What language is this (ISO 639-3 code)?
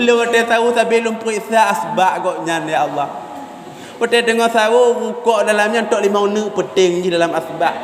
ace